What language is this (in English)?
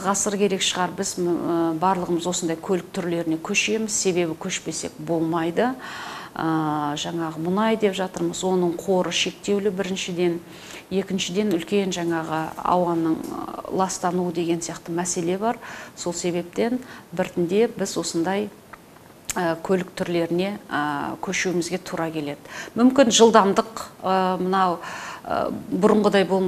Kazakh